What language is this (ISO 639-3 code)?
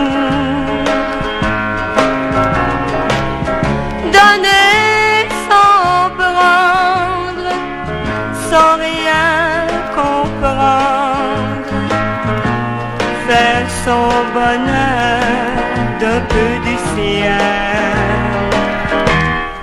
fra